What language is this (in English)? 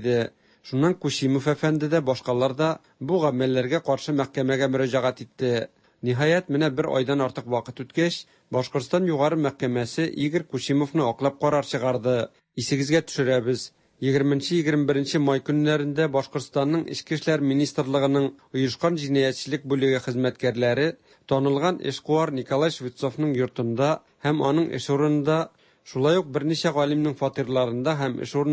Tatar